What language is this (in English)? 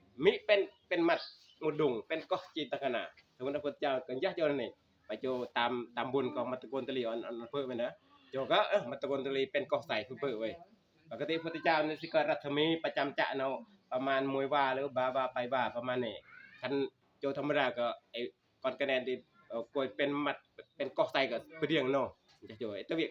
Northeastern Thai